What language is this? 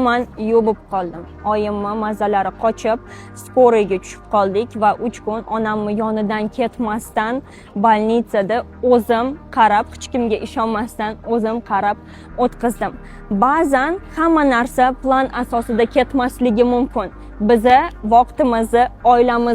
Uzbek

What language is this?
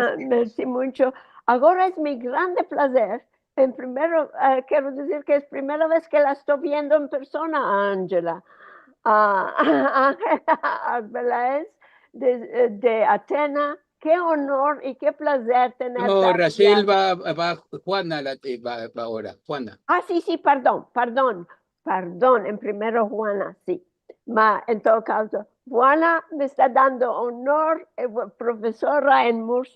Ladino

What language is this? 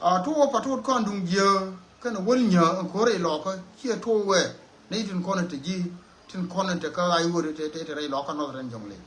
Nuer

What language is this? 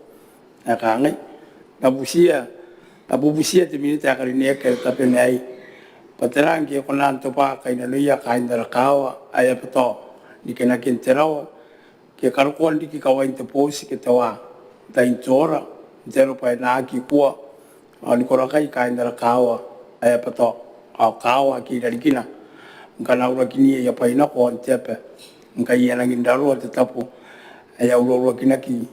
Gilbertese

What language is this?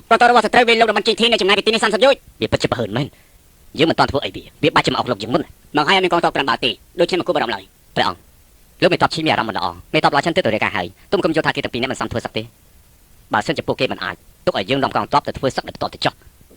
Khmer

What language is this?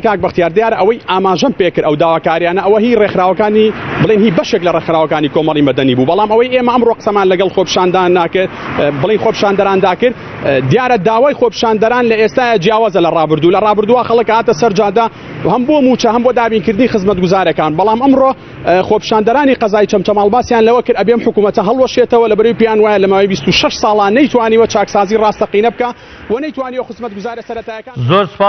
Central Kurdish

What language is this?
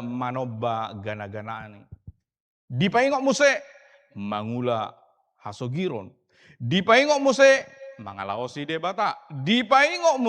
Batak Toba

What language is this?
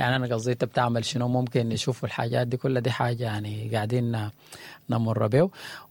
Sudanese Arabic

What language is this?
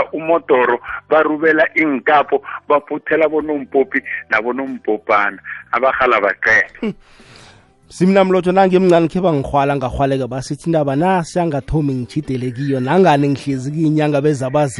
South Ndebele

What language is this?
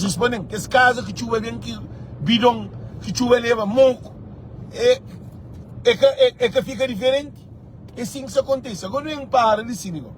Kabuverdianu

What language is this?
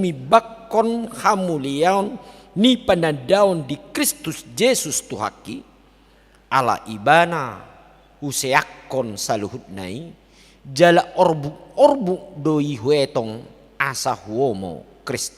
Batak Toba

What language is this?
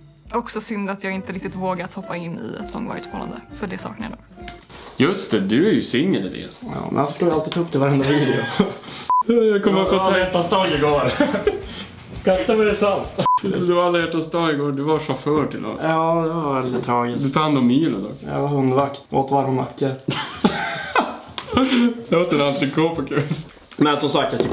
Swedish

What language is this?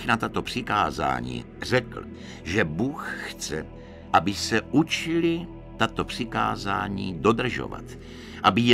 Czech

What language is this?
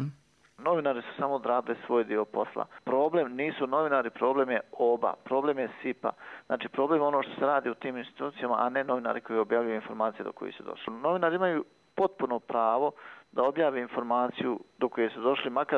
Croatian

